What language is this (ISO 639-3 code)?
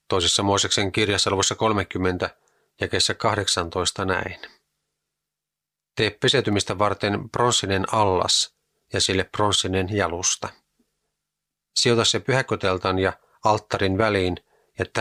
fin